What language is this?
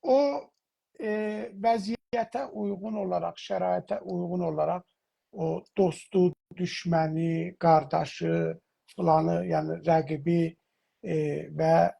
South Azerbaijani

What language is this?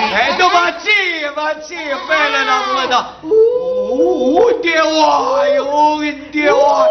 Neapolitan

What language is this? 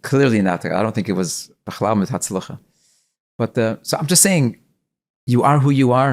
Yiddish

